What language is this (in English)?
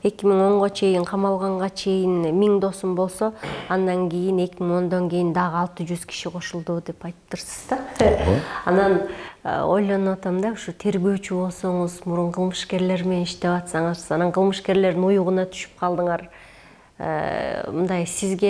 Kyrgyz